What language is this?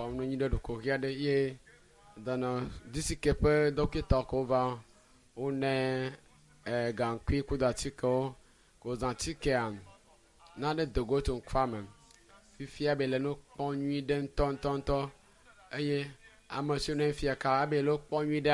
Ewe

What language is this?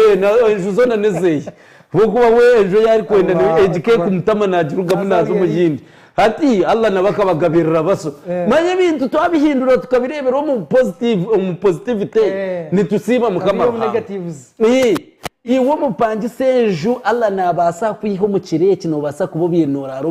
Nyankole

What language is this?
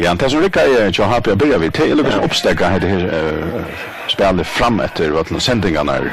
Faroese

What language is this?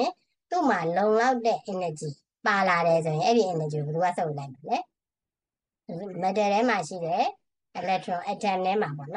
Burmese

